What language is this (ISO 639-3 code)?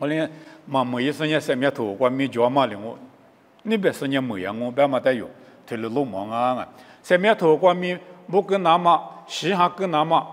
lis